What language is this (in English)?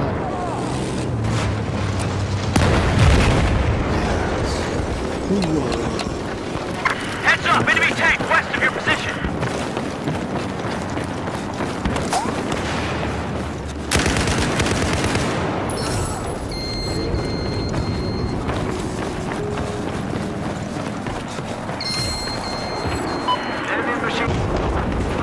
Swedish